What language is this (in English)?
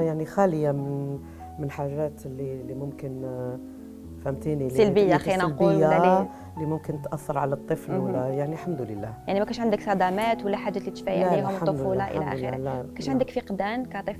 Algerian Arabic